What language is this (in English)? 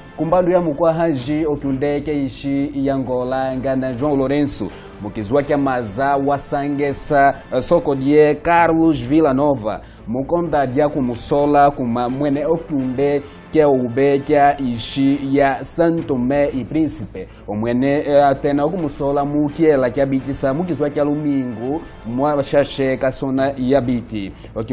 Kimbundu